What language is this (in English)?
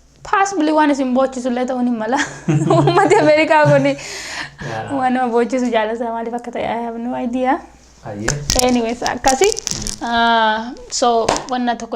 Oromo